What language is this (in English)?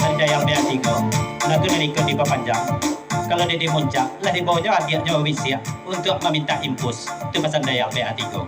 Minangkabau